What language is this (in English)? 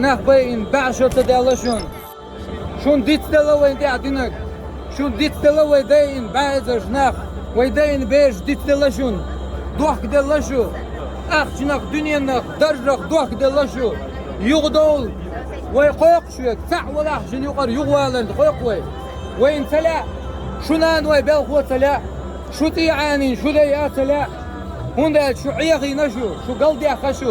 Chechen